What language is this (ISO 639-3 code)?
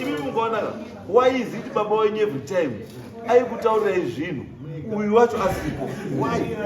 sna